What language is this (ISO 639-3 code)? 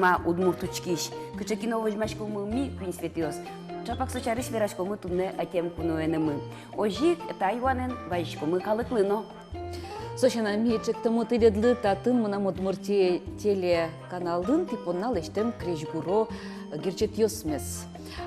udm